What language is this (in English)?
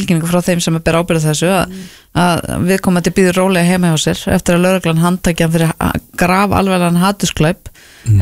Icelandic